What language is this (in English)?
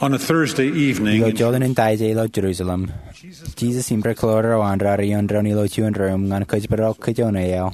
Marshallese